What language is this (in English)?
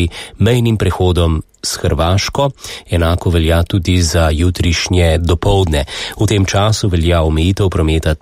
Slovenian